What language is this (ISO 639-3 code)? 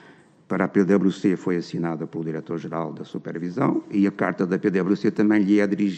por